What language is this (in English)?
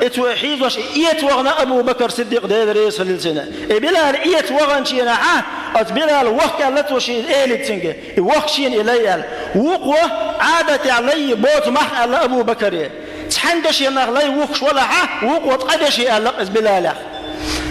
Chechen